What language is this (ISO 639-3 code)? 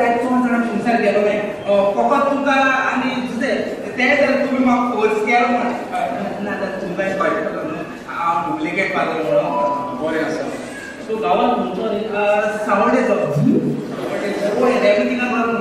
kok